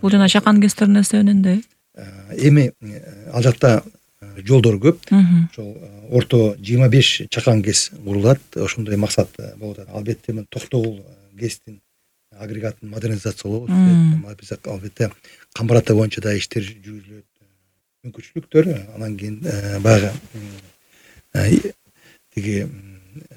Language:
Kyrgyz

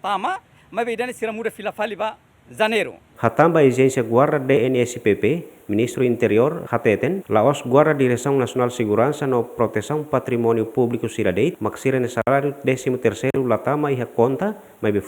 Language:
Tetum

